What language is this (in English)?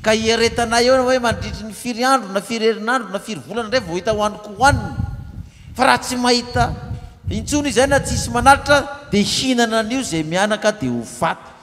Malagasy